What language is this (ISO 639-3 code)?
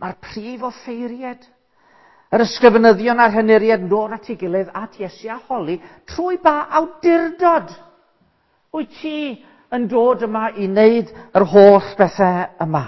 cym